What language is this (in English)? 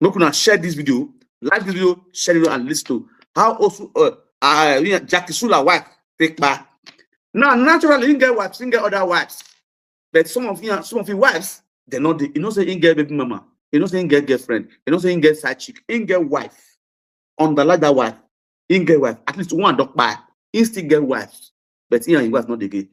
Nigerian Pidgin